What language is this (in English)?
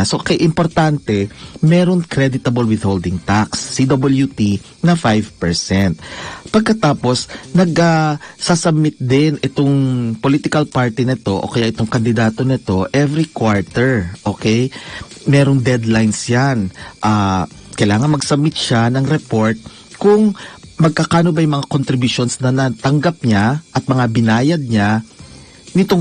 Filipino